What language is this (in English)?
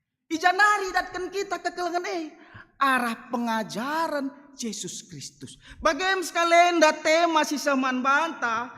Batak Karo